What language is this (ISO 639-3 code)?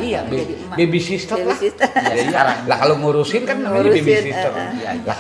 bew